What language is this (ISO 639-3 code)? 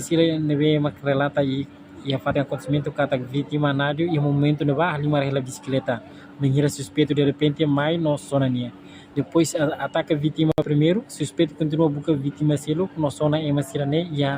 tet